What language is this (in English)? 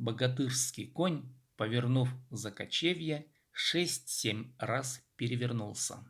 Khakas